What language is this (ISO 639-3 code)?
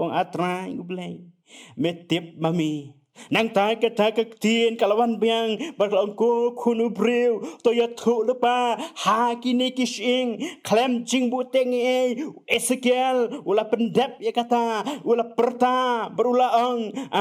kha